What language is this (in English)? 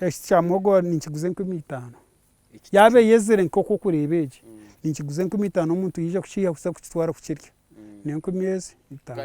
Nyankole